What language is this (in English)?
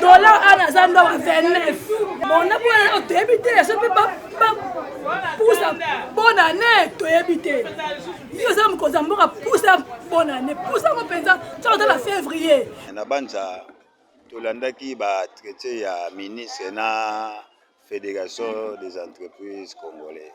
Lingala